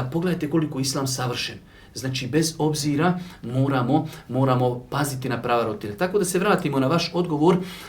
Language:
Bosnian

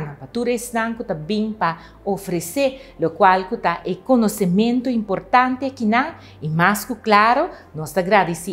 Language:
Papiamento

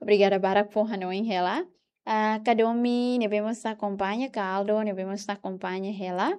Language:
Tetum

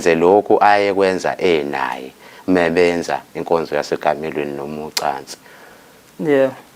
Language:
Zulu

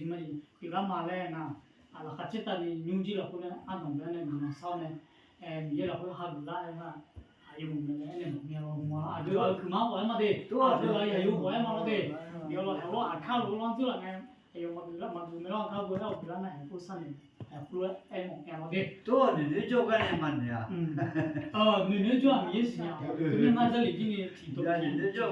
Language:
Akha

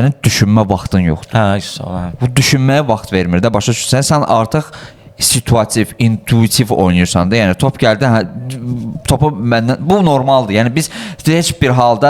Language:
Azerbaijani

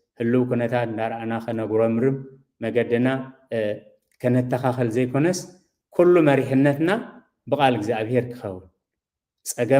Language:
Tigrinya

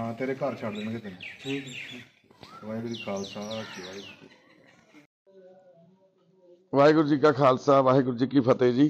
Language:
Punjabi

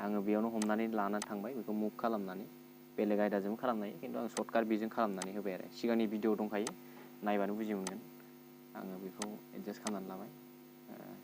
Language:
Bodo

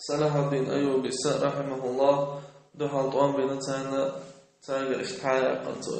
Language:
Chechen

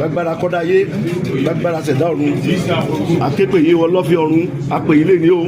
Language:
Yoruba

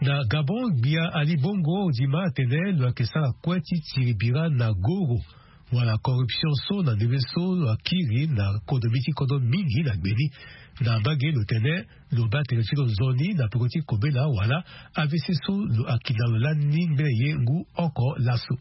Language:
Sango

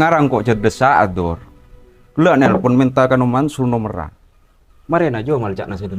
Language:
Madurese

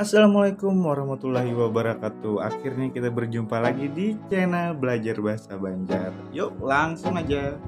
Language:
Banjar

